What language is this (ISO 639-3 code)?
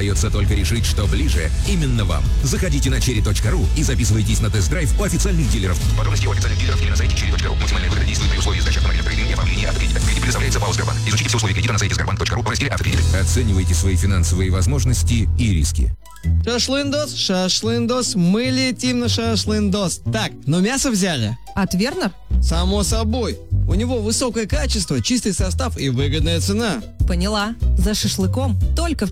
rus